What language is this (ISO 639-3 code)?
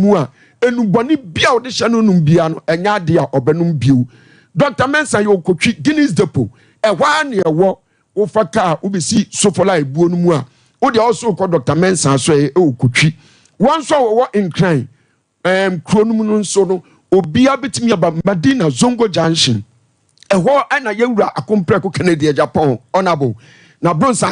aka